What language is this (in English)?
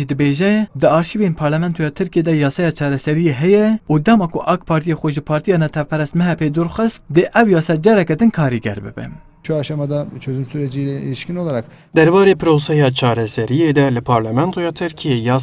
Kurdish